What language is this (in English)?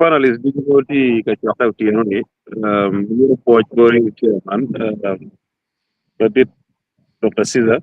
Acoli